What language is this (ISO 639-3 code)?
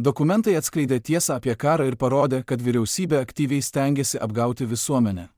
lit